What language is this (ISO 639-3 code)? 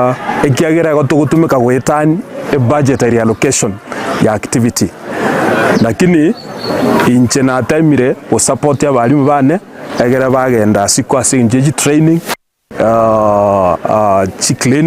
guz